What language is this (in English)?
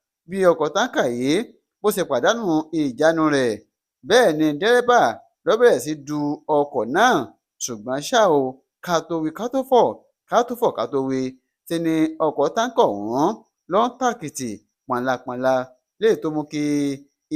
Yoruba